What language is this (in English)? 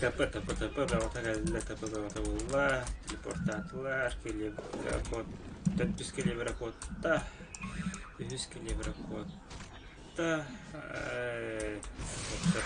Yakut